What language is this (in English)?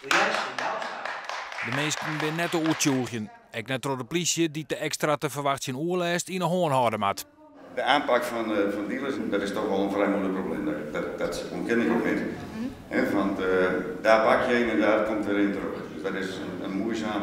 Western Frisian